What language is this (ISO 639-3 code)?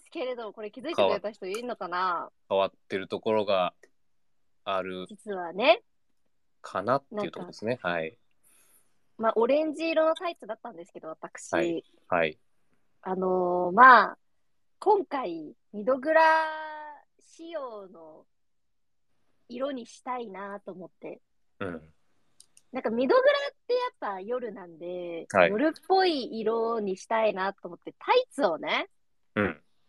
jpn